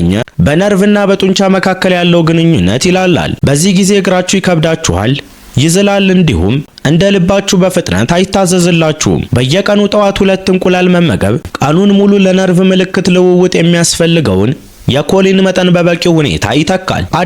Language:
Amharic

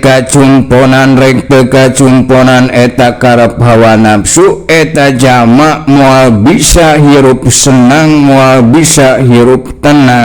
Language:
Sundanese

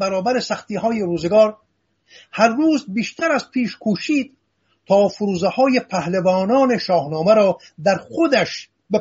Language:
Persian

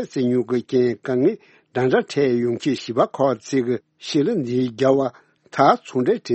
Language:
Tibetan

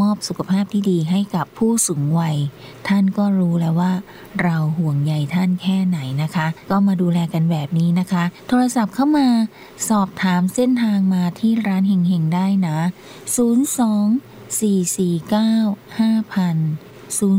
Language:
Thai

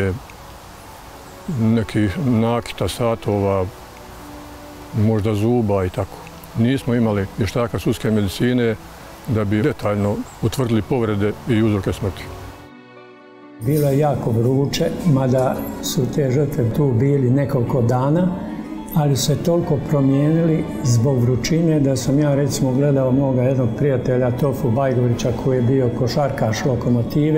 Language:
Bosnian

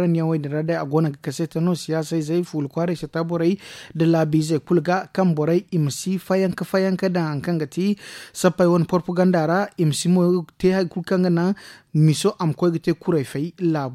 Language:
Zarma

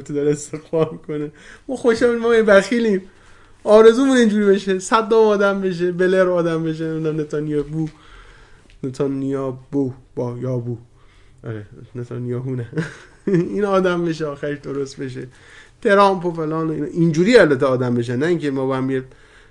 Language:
Persian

